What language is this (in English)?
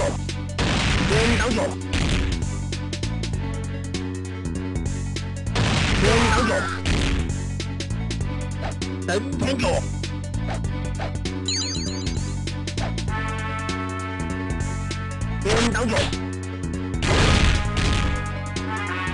Chinese